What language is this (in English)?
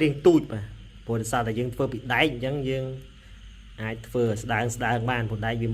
Khmer